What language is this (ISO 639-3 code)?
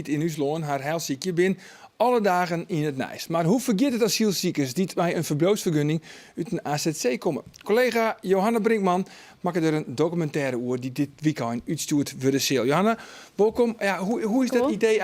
fry